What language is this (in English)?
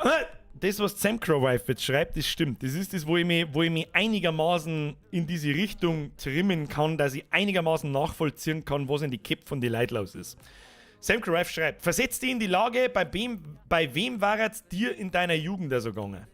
Bavarian